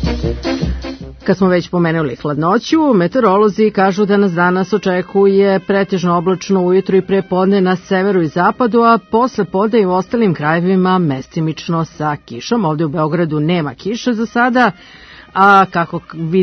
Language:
Serbian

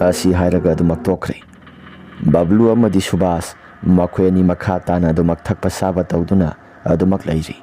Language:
Manipuri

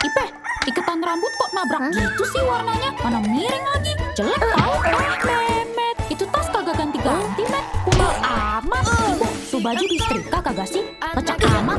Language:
Betawi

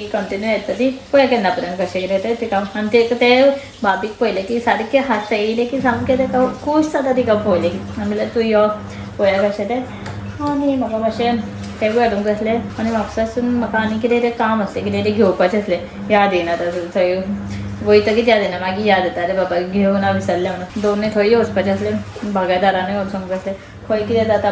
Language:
Konkani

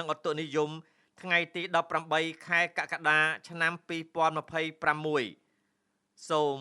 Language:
Khmer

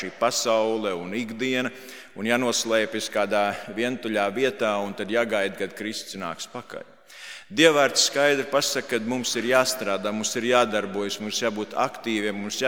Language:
Latvian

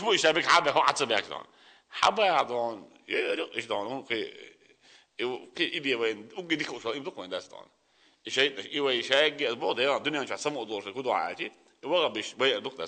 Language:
Chechen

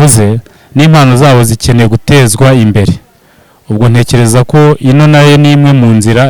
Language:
Kinyarwanda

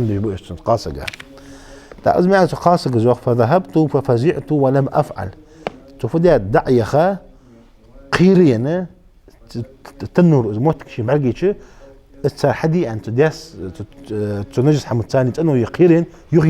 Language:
Ingush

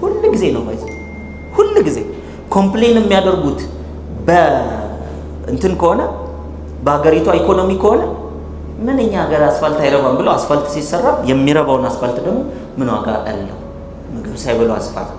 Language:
Amharic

